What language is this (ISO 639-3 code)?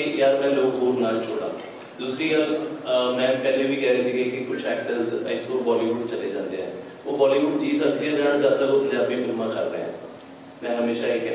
pan